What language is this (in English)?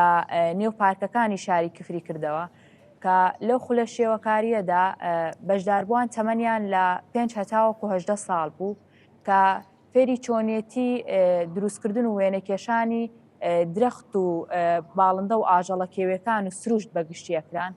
Central Kurdish